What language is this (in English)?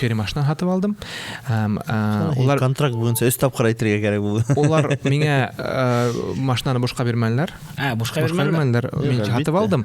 Bashkir